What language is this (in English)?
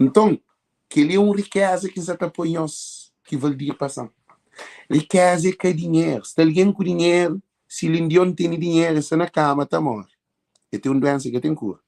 Kabuverdianu